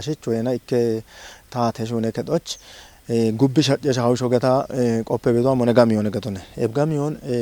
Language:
Kafa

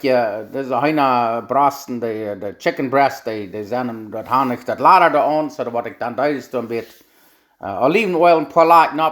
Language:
Plautdietsch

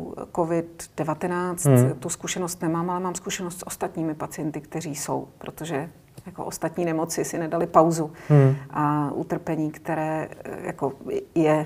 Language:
Czech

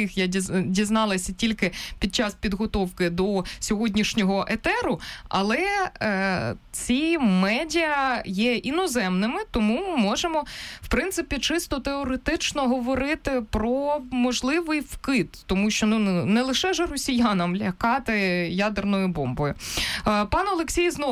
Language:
Ukrainian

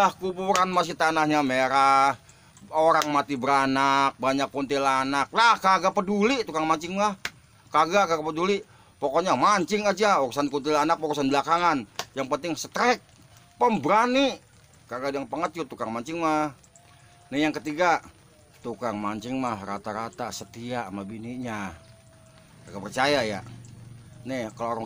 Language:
Betawi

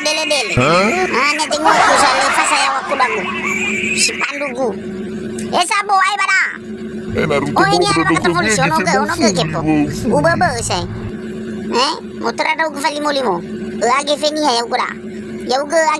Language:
Nias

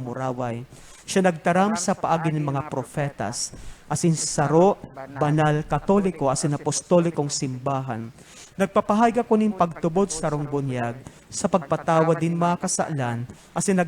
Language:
Bikol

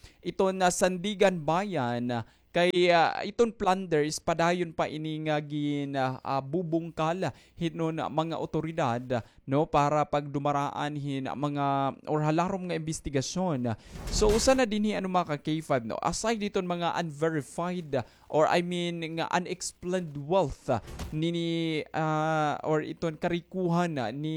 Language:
Waray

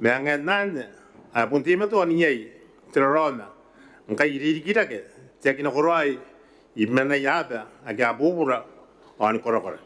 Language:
Gilbertese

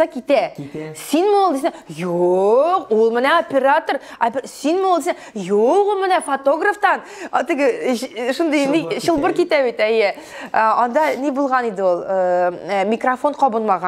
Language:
Tatar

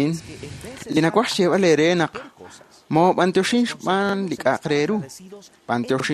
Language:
Kekchí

